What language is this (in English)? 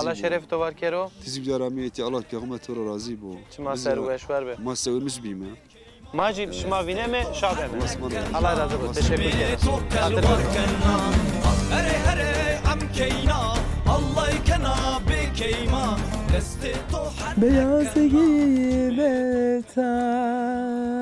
Zaza